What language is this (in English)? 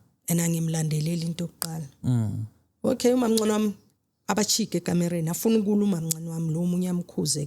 Zulu